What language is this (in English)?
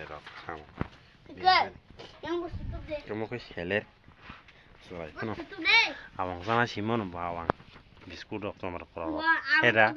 Kok Borok